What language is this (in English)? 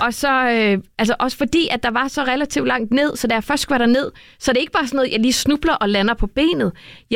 Danish